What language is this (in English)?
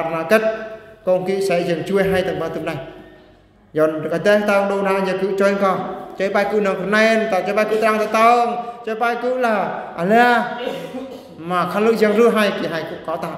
Eastern Bru